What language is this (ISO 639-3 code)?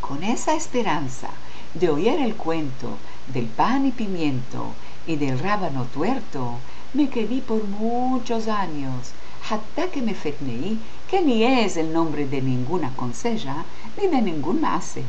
lad